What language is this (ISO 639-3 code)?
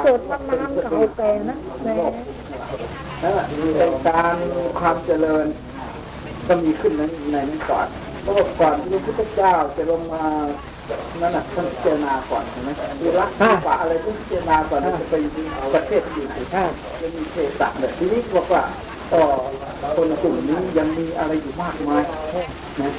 tha